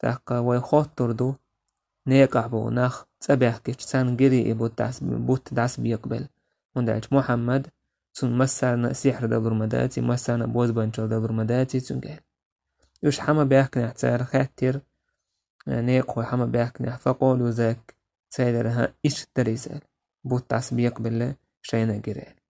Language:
Chechen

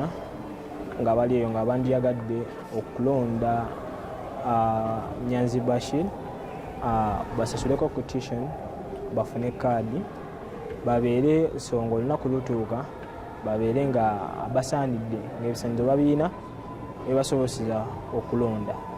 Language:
Ganda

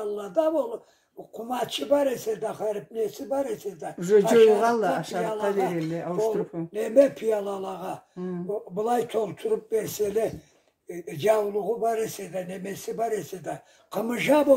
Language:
Karachay-Balkar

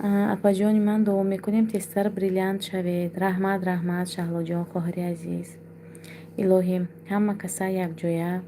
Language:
Tajik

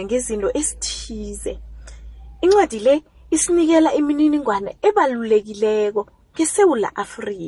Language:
South Ndebele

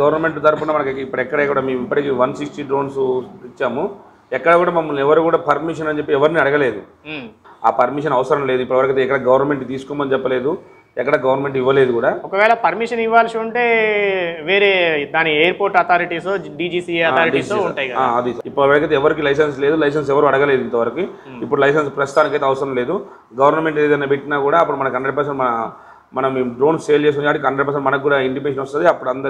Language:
Telugu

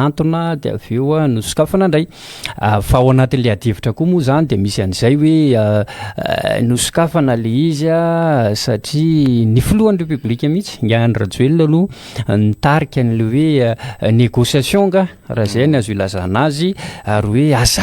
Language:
Malagasy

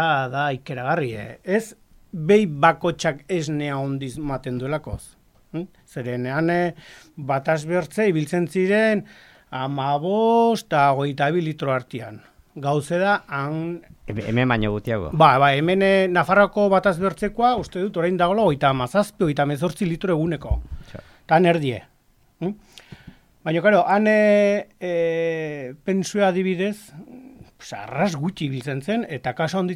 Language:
Basque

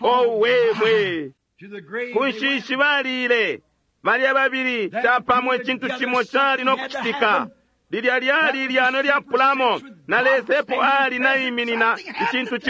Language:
Bemba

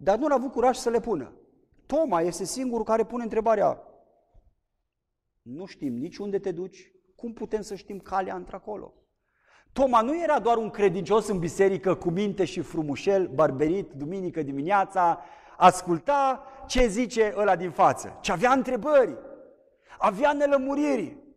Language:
Romanian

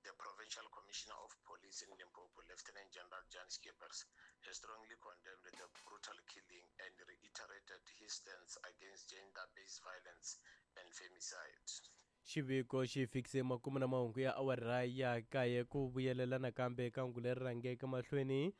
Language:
Tsonga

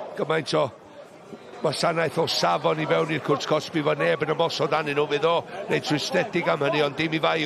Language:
Welsh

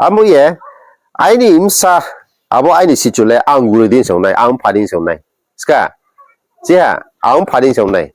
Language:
Riang (India)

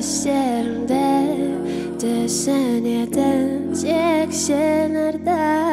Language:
Kazakh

